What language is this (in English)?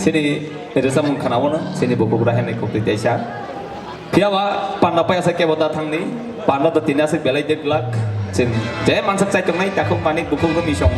Kok Borok